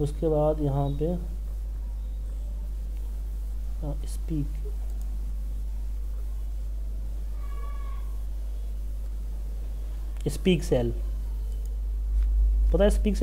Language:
Hindi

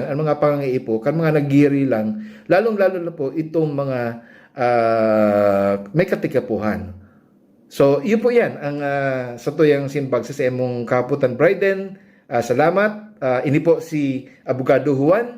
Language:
Bikol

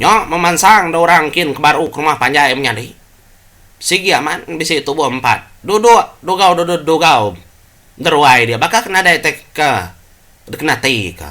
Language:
Iban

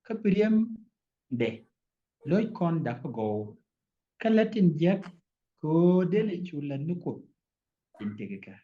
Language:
Nuer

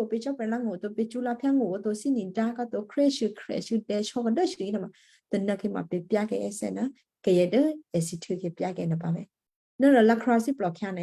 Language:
Western Kayah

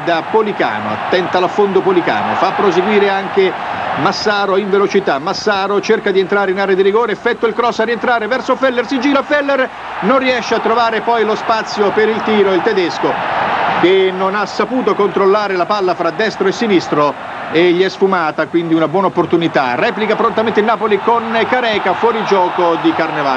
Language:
Italian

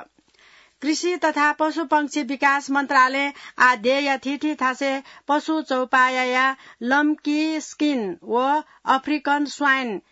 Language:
Newari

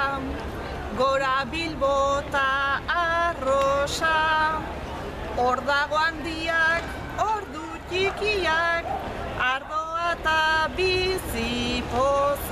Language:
Basque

